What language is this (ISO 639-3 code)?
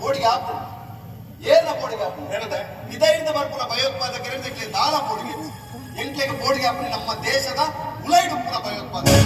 tcy